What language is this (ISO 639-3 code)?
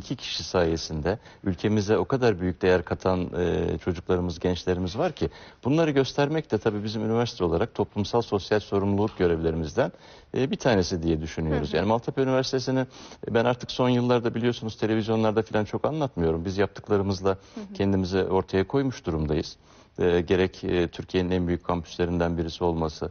tur